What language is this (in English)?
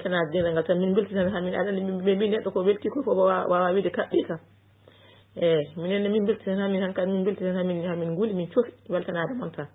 Fula